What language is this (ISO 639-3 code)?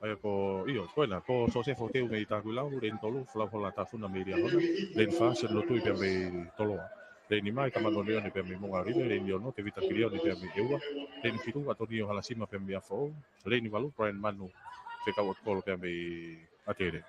ton